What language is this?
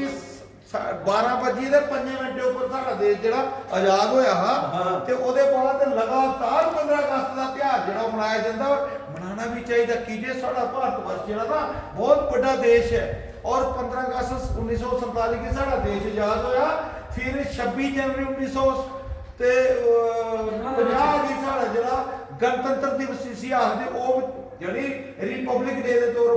Dogri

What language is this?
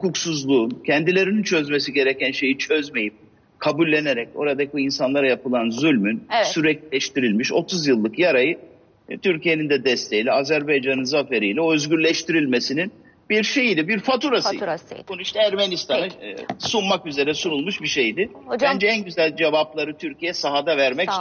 Turkish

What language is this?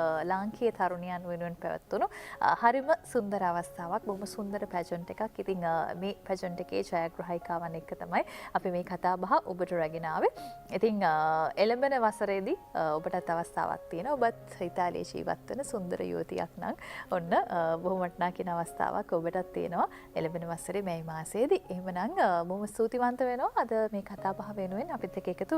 Sinhala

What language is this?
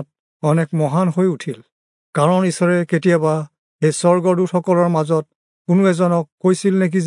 Assamese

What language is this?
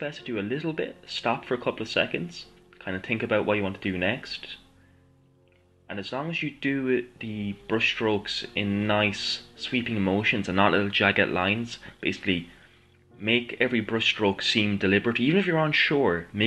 English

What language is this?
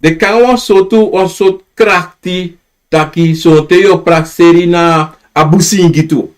Sranan Tongo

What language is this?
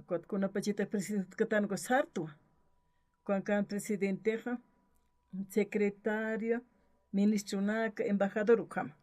Aymara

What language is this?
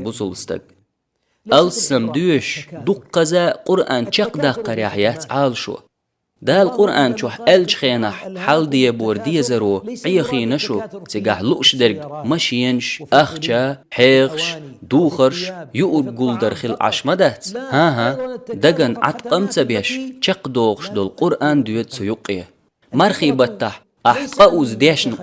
Chechen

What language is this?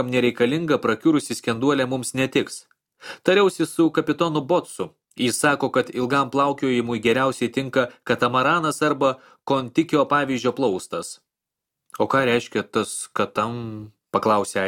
Lithuanian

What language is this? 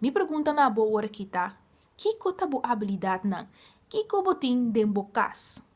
Papiamento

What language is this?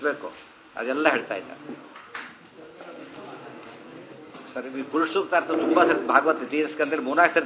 Kannada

